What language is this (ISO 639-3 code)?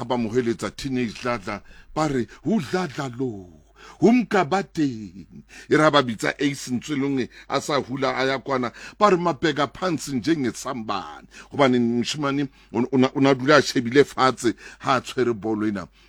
sot